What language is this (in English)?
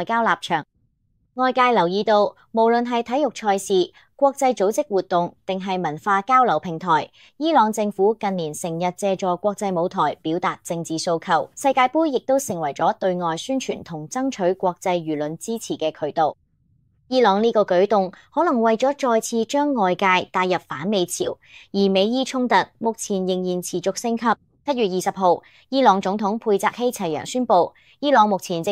Cantonese